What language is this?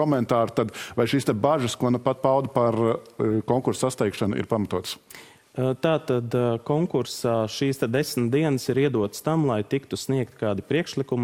Latvian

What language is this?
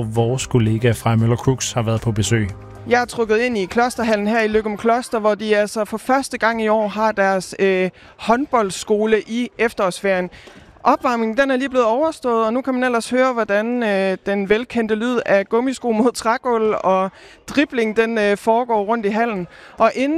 Danish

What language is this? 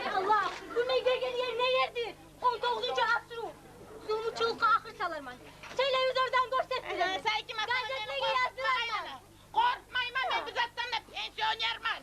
Kumyk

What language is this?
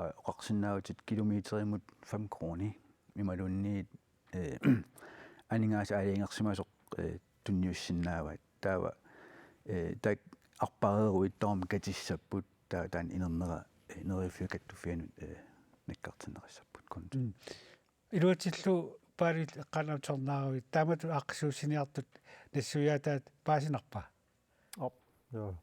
Kalaallisut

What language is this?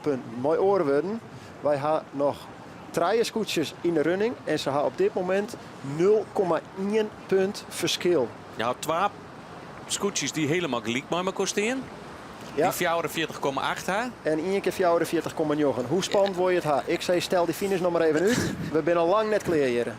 Western Frisian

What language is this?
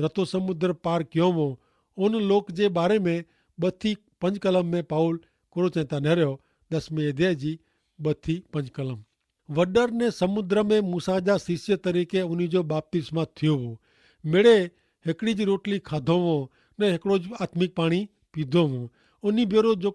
Kachhi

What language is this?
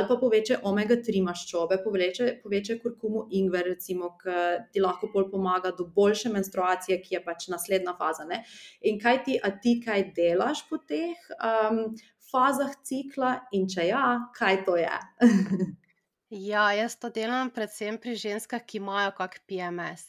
Slovenian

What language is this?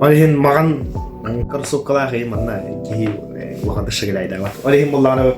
Yakut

